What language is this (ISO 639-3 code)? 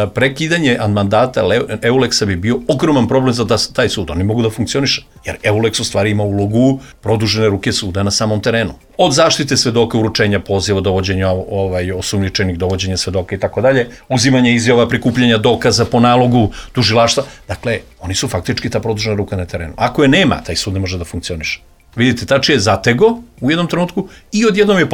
srp